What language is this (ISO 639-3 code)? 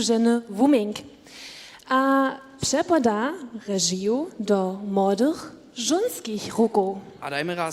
hsb